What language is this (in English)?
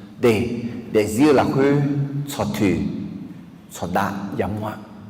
Akha